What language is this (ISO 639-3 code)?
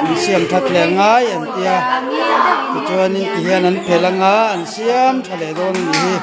lus